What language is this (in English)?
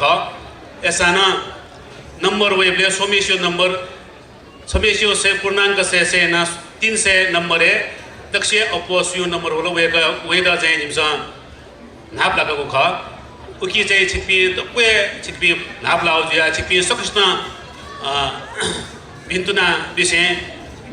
Newari